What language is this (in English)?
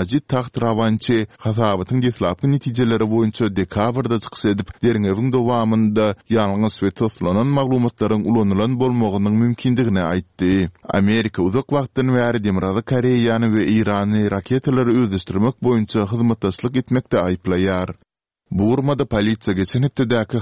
Kyrgyz